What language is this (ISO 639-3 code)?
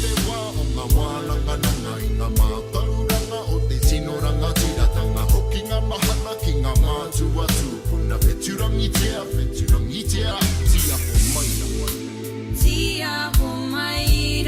mri